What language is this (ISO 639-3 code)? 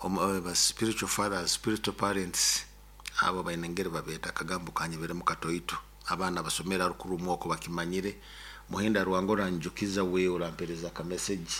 nyo